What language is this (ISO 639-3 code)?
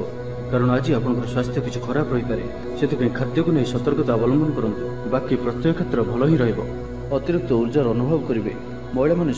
ori